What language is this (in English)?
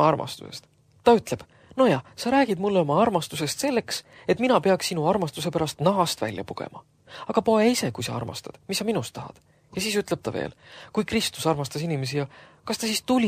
Estonian